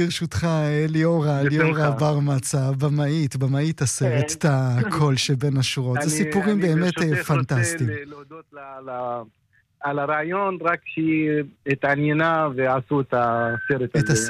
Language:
Hebrew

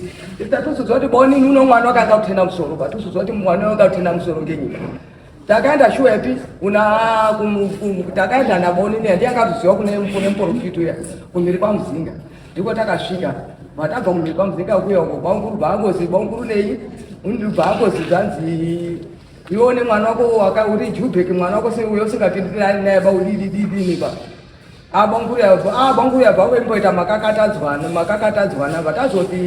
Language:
Shona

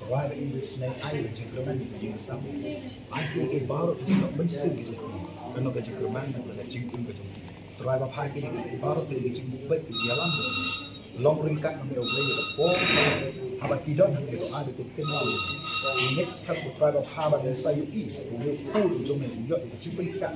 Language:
Khasi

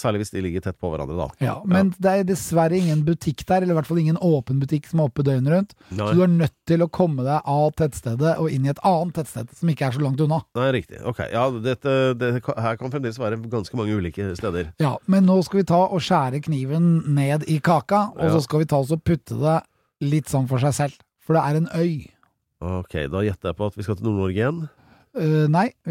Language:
Norwegian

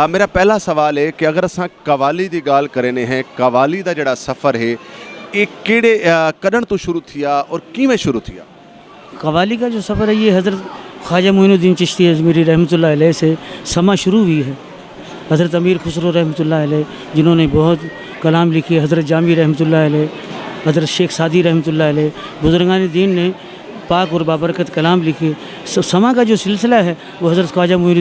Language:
Saraiki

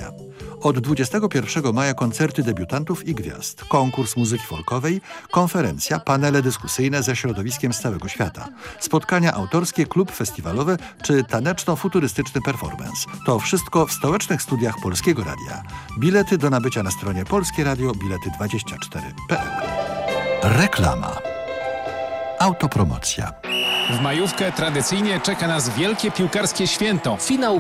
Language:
Polish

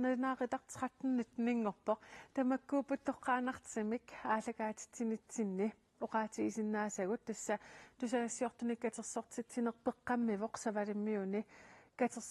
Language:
Kalaallisut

